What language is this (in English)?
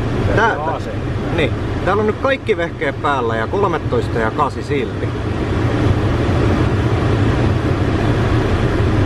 Finnish